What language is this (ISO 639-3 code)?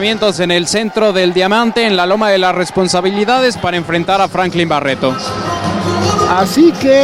spa